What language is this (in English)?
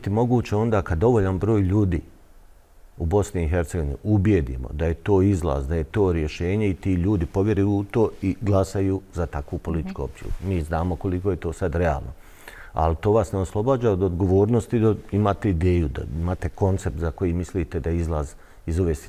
Bosnian